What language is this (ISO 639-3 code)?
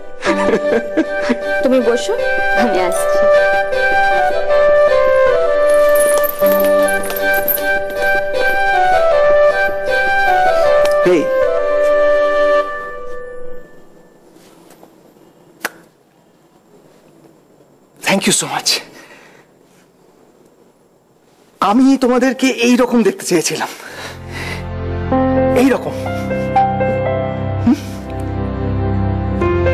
ben